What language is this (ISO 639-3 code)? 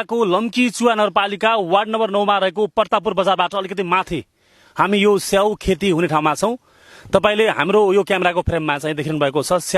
nep